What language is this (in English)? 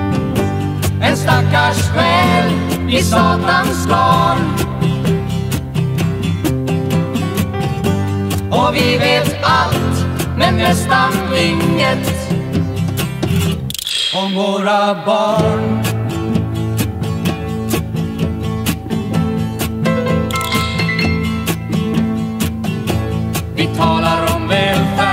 Swedish